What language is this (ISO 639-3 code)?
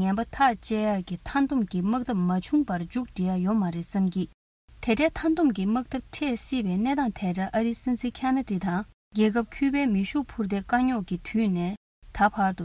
bod